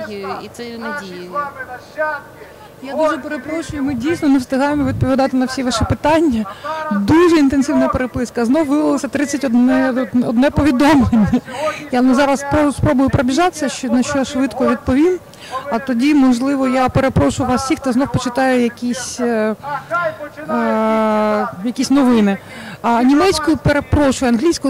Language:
Ukrainian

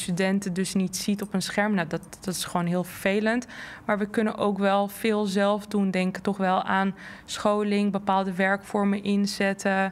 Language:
Dutch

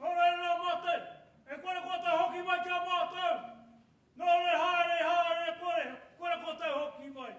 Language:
Māori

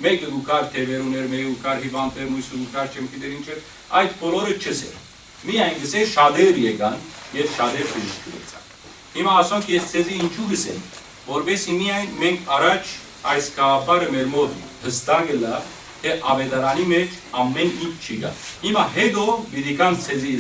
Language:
Western Armenian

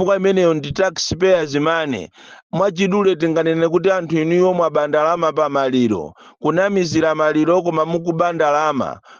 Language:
Nyanja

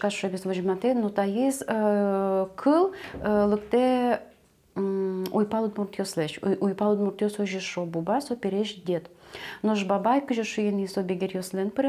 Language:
Udmurt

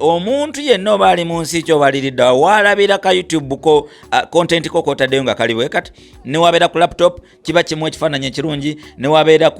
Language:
Ganda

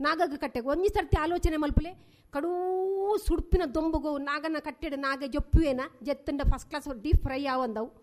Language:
Tulu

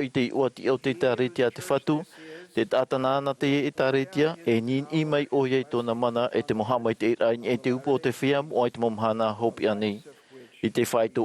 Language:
Tahitian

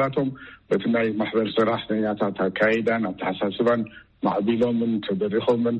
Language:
Tigrinya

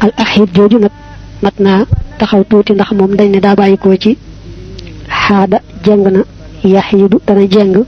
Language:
Wolof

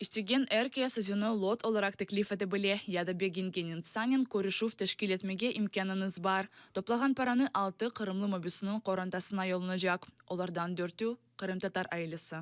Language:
Crimean Tatar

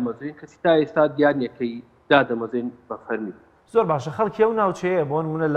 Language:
Central Kurdish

